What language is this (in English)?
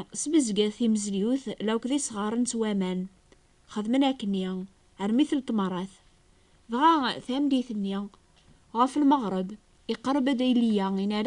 Kabyle